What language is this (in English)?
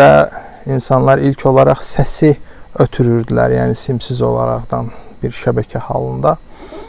Azerbaijani